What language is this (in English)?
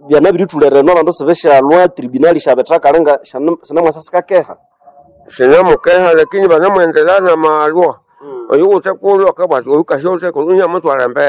Nande